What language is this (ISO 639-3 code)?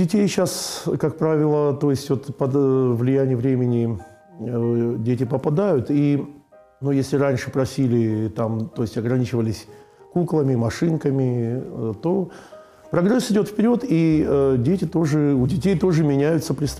rus